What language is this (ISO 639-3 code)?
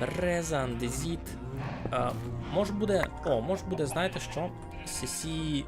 rue